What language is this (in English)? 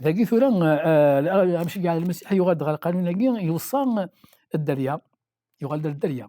Kabyle